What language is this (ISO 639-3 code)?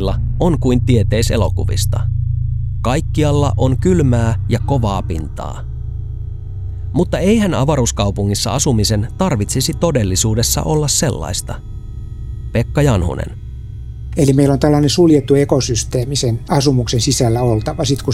fin